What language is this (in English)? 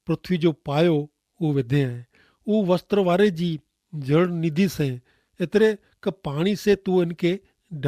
Kachhi